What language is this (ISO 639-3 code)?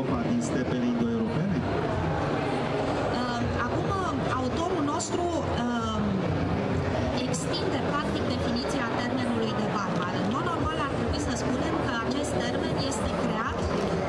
ron